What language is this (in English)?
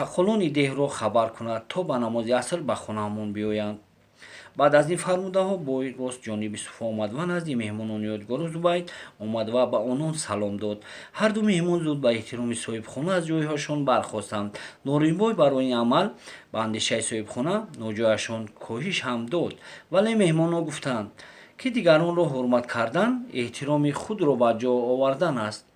Tajik